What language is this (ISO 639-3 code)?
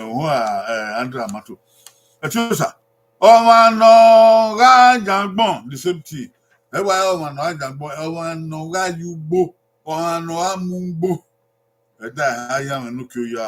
bin